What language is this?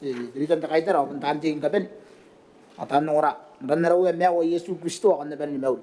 Gilbertese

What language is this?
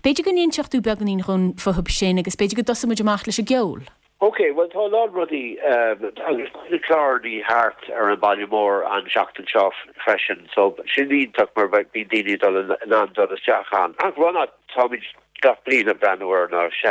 Irish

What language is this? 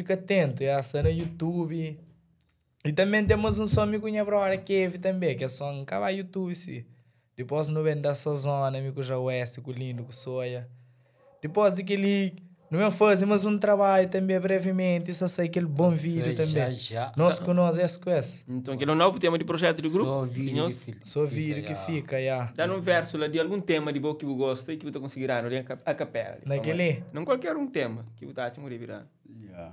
Kabuverdianu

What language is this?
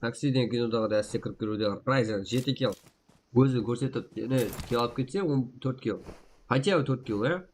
Kara-Kalpak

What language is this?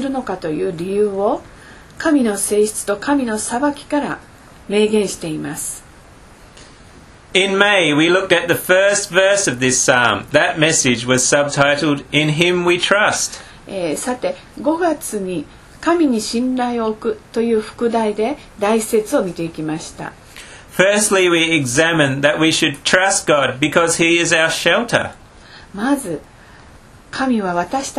Japanese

